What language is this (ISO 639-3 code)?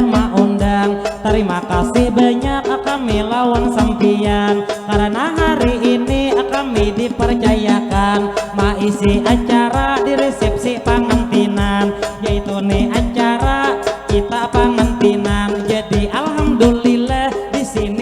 bjn